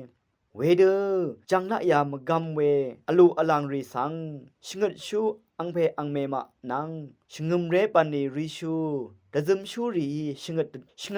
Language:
Rawang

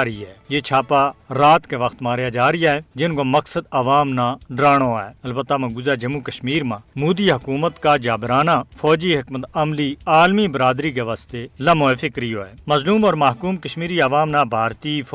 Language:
Gujari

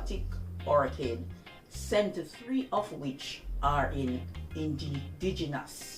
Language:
Jamaican Creole English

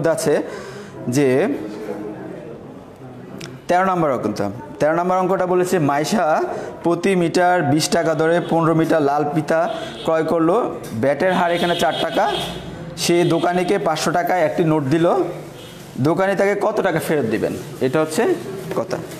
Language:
Bangla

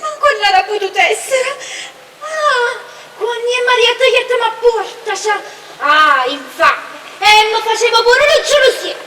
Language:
Neapolitan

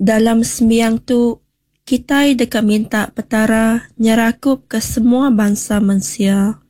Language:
Iban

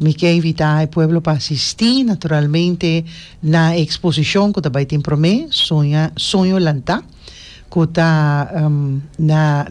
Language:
Papiamento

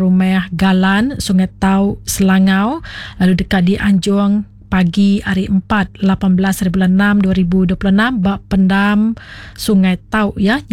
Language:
Iban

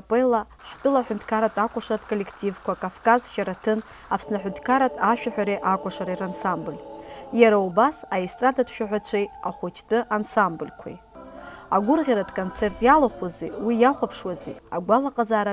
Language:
Abkhazian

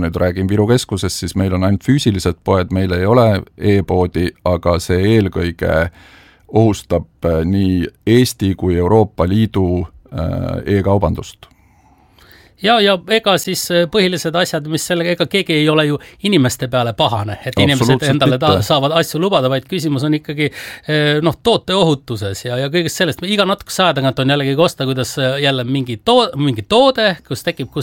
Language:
Estonian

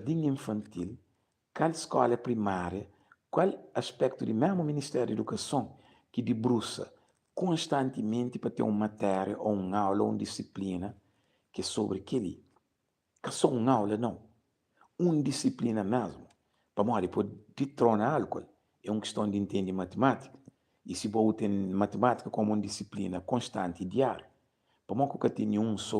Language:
Kabuverdianu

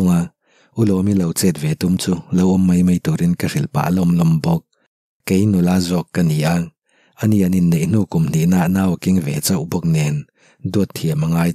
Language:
Mizo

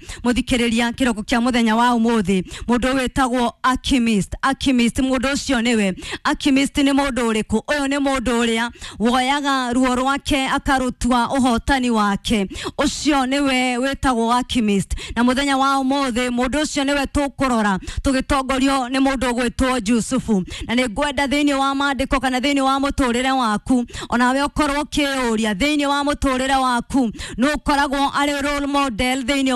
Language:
Kikuyu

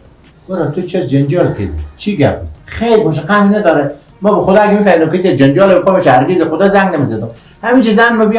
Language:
Persian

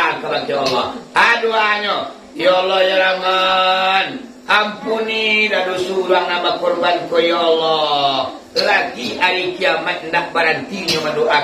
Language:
Minangkabau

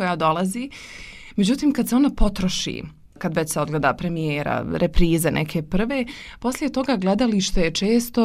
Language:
Bosnian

